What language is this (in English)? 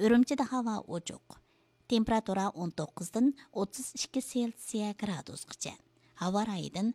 Uyghur